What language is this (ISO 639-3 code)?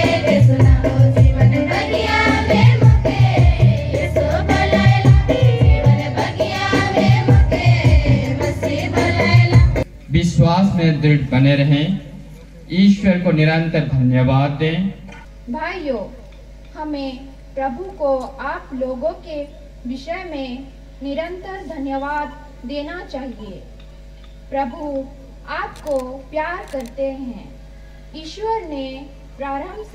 sck